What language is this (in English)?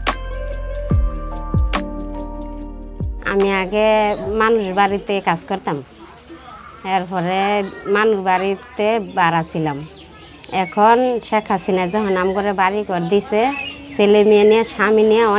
Bangla